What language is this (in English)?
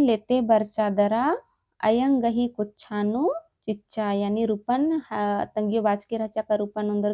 Kurukh